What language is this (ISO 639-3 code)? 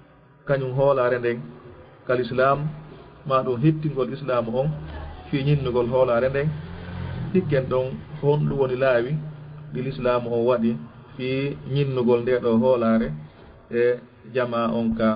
ful